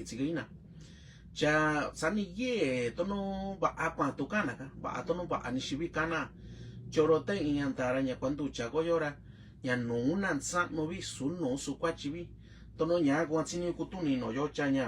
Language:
Mixtepec Mixtec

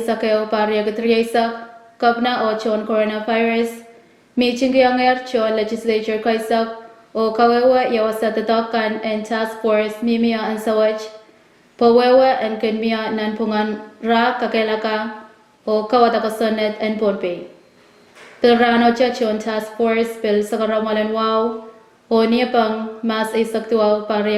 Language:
Pohnpeian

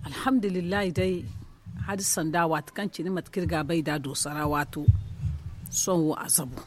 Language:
Zarma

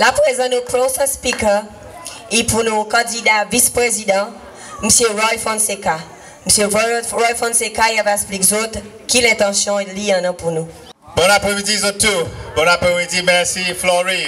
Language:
Seselwa Creole French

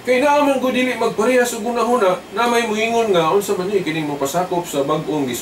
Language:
Cebuano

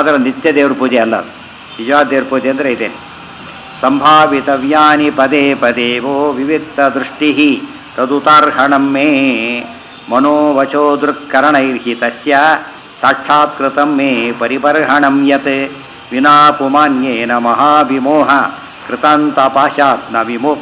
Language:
Kannada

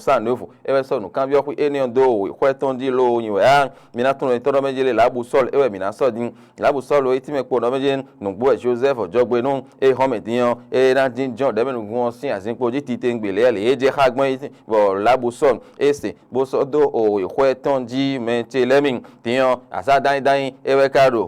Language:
Fon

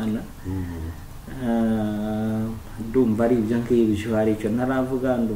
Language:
Kinyarwanda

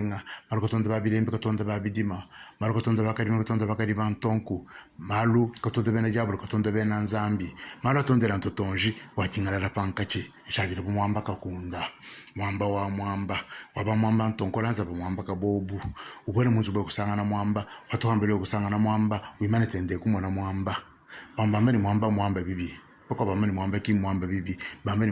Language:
Luba-Lulua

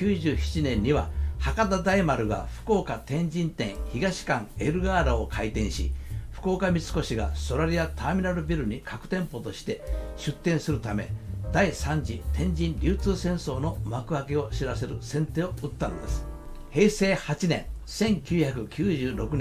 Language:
Japanese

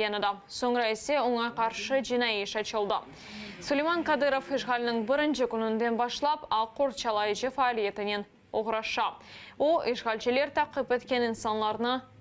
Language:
Crimean Tatar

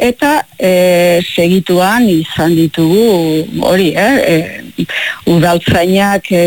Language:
Basque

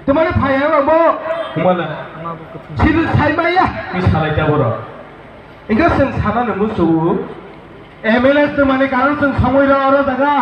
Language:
Kok Borok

